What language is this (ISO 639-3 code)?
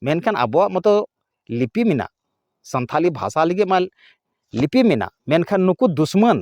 sat